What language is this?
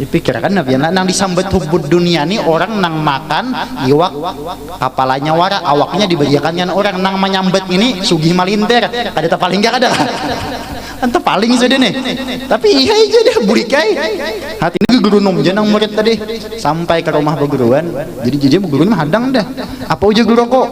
Banjar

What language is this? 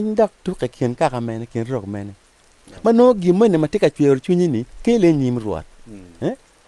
Acoli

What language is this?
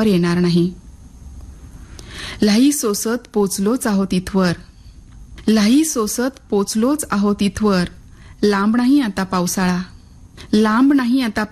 Marathi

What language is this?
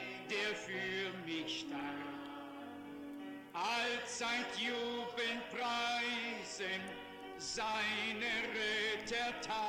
Polish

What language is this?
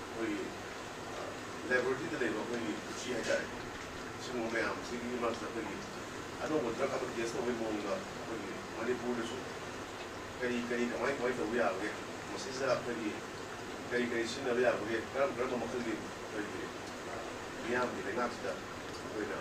Manipuri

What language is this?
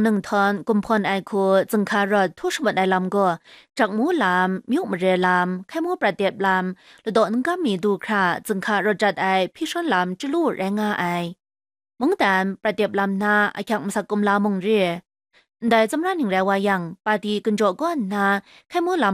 Kachin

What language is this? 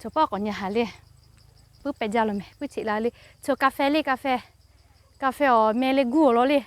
Lahu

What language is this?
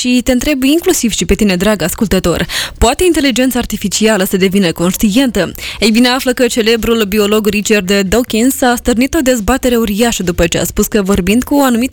Romanian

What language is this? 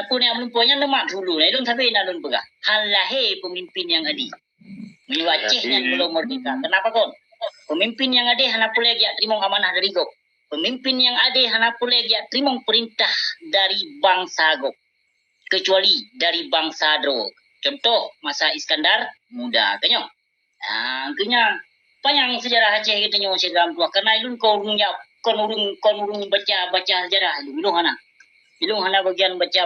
Achinese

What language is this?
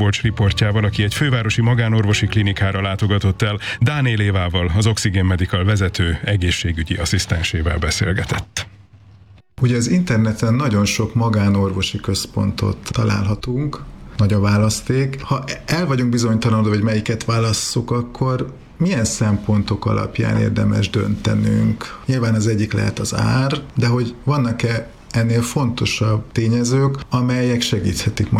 Hungarian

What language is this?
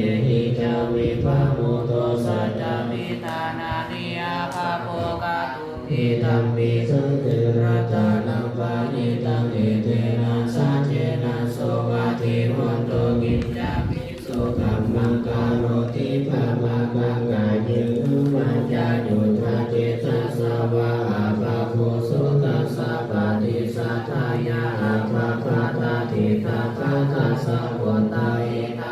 Pali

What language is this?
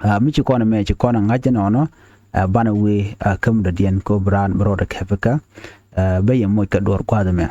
Nuer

